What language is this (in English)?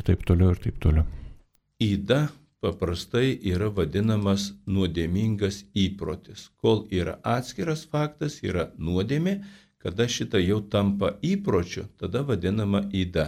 Lithuanian